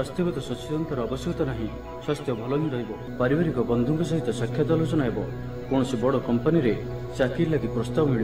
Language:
Odia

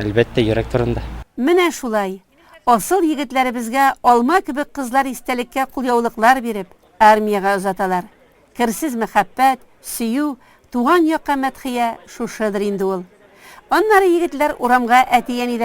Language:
Tatar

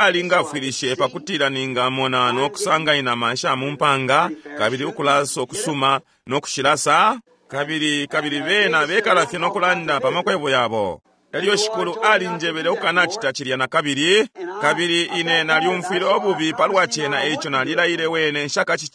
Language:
Bemba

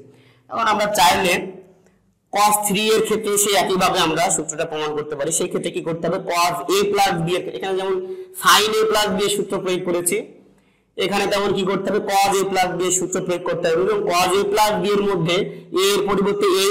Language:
Bangla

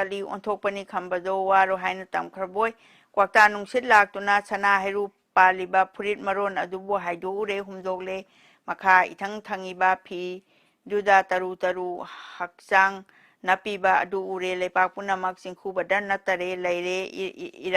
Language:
Manipuri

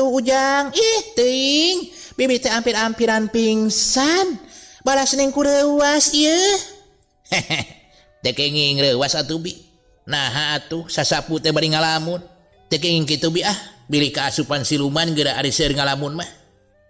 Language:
Sundanese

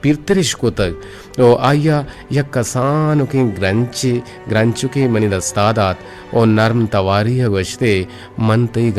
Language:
Eastern Balochi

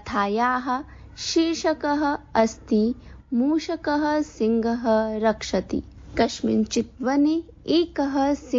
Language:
Sanskrit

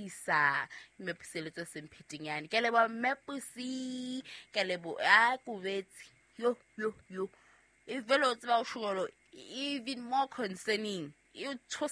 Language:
Southern Sotho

